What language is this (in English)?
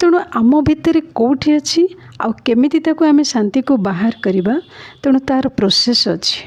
Odia